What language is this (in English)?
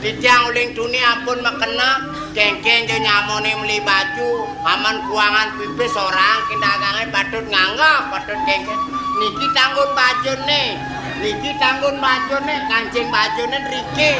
Balinese